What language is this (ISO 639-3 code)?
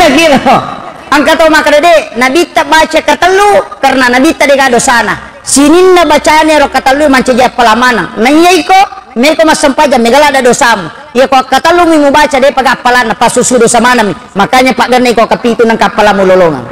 bug